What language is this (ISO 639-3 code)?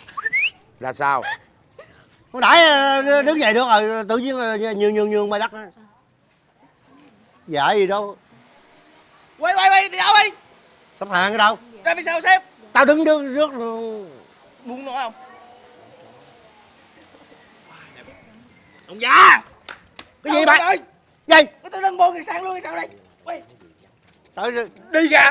vie